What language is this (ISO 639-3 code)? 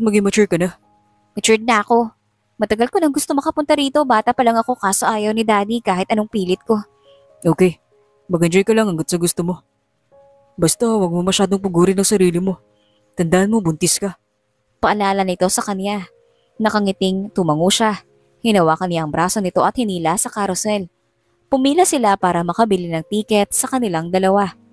fil